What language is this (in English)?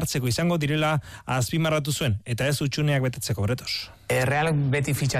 Basque